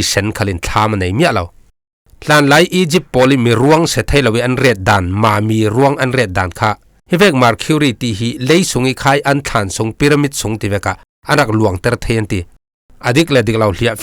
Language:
Falam Chin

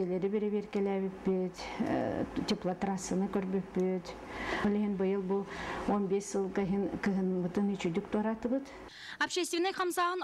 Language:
Yakut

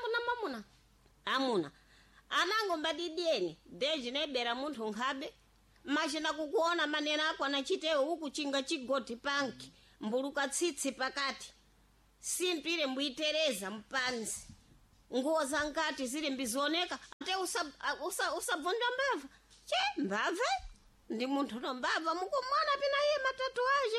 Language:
Sena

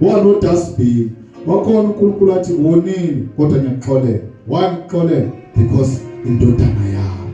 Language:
Zulu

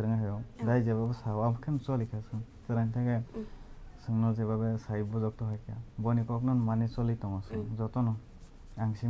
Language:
Kok Borok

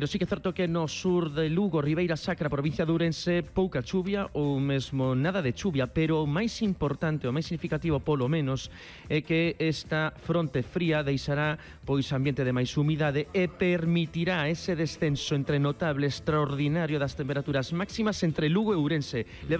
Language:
Galician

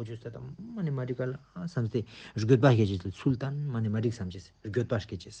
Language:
Ladakhi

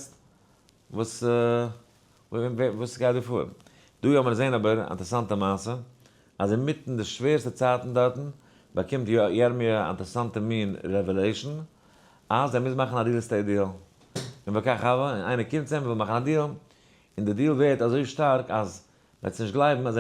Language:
Yiddish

